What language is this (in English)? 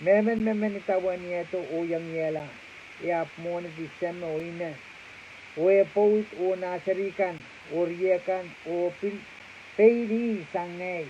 Pohnpeian